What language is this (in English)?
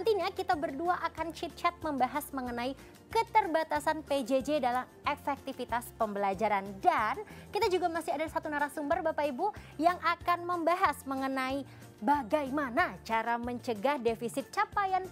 Indonesian